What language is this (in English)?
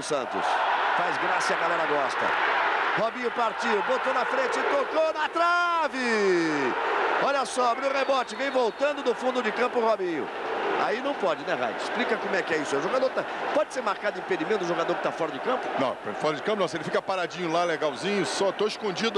Portuguese